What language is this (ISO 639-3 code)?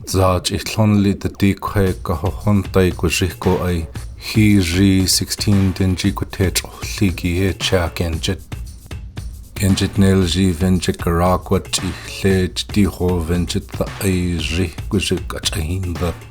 gwi